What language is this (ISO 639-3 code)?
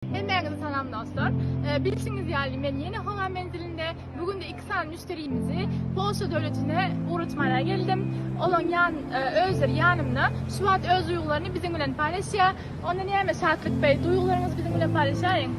tuk